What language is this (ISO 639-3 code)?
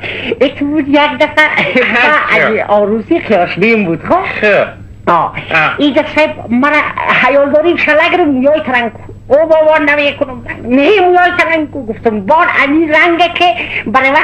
fas